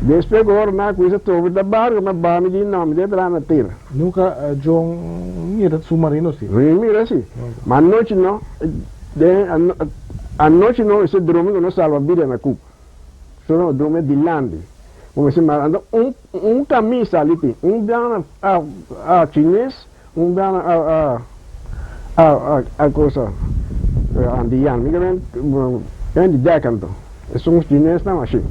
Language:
Papiamento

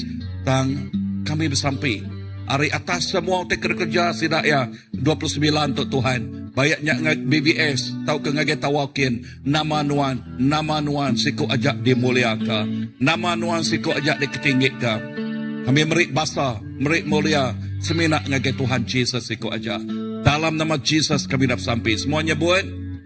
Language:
Iban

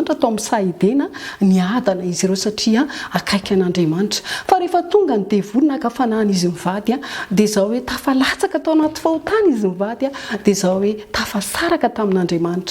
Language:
Malagasy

